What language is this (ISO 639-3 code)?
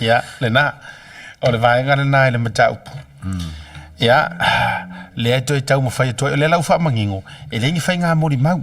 smo